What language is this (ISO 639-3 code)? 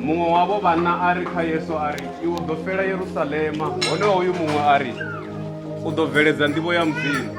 ven